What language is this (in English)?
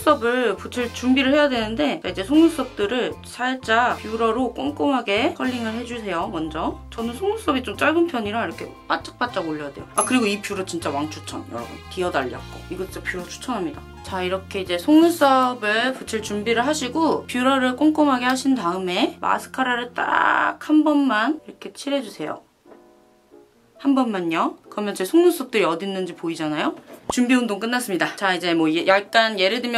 Korean